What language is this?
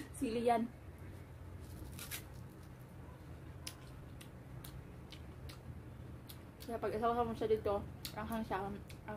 Filipino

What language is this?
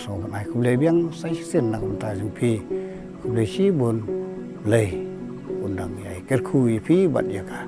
Khasi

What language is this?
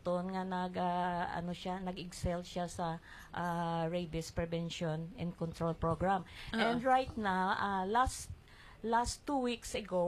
Filipino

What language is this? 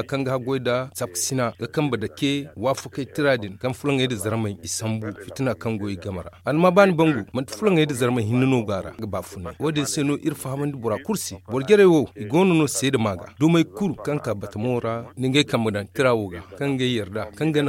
Zarma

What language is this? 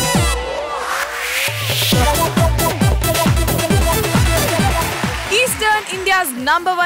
Malayalam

